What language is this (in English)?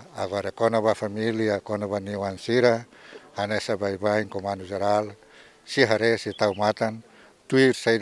Tetum